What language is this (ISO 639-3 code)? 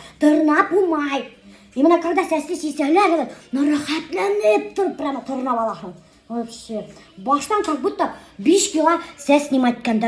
bak